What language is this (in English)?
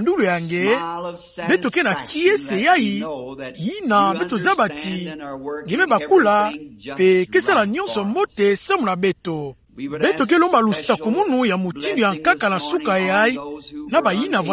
Kituba (Democratic Republic of Congo)